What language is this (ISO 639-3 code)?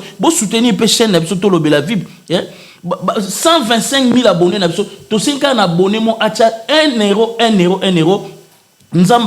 lin